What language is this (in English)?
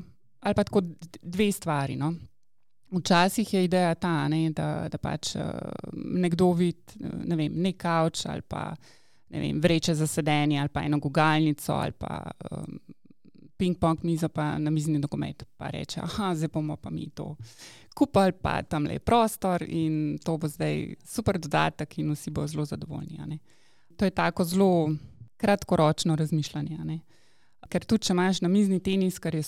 Slovenian